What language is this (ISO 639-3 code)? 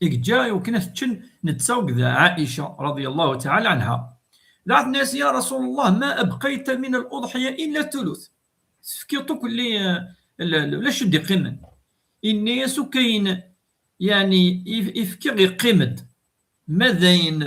kab